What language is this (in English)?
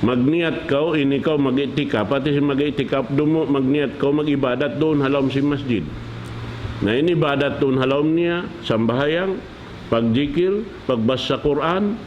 Tausug